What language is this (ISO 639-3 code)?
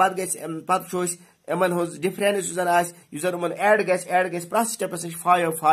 kas